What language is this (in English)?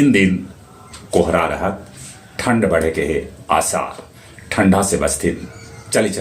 Magahi